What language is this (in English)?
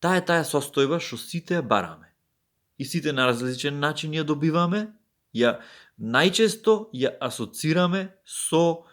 Macedonian